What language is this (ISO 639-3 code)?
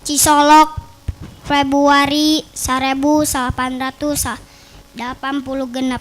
sun